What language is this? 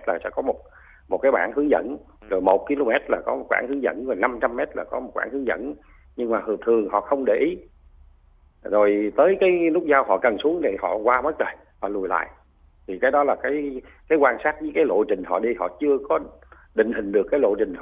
Vietnamese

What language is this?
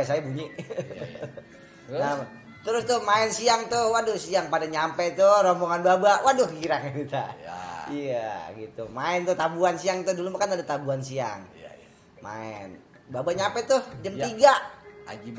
Betawi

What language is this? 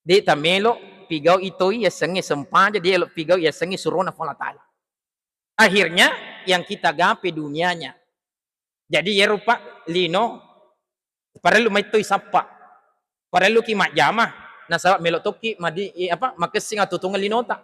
Buginese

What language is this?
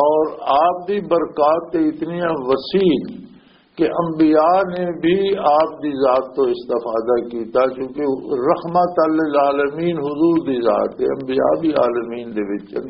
Western Panjabi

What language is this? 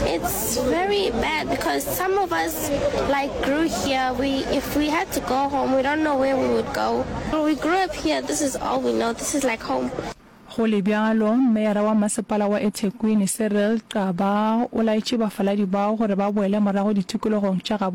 Northern Sotho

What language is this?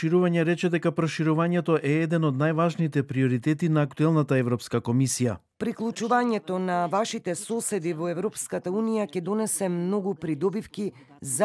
Macedonian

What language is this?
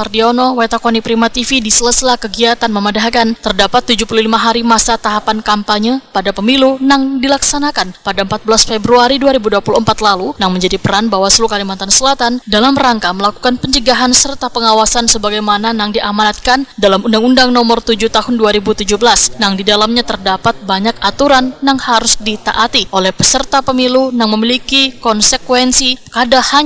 Banjar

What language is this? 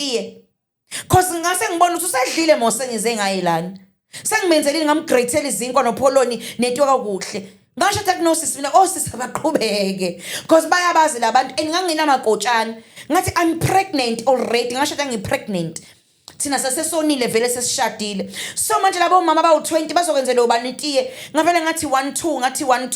Zulu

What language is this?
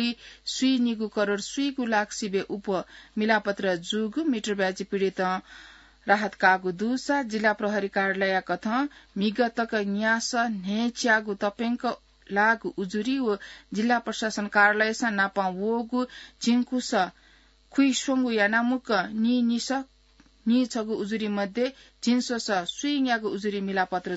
Newari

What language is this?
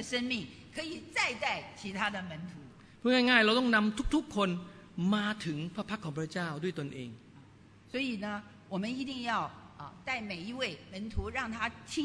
Thai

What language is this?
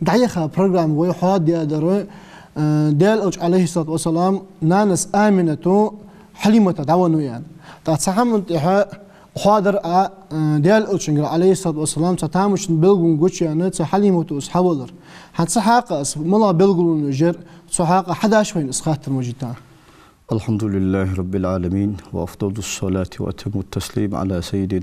Ingush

